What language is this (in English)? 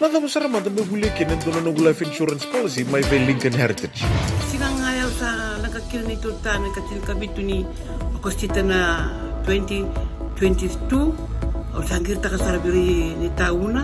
Fijian